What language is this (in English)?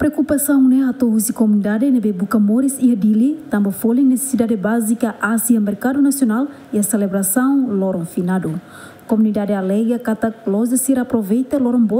Tetum